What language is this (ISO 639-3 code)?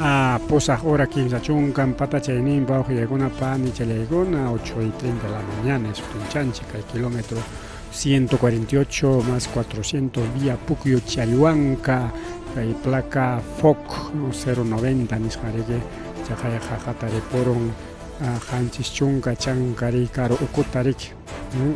quy